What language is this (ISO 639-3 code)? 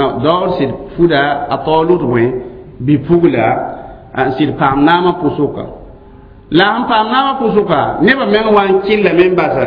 mos